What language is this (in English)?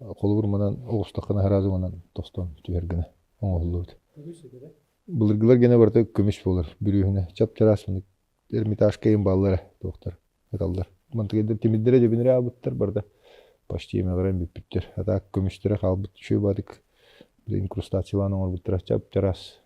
Yakut